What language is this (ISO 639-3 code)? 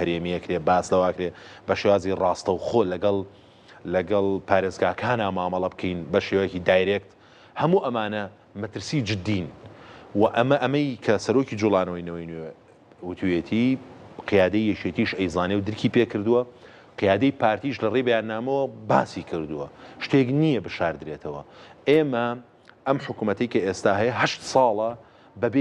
ckb